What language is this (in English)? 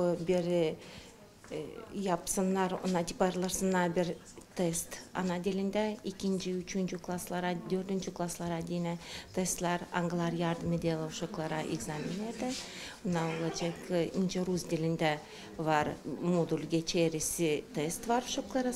Gagauz